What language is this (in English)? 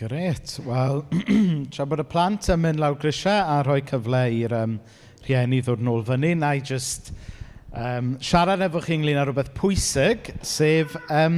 Welsh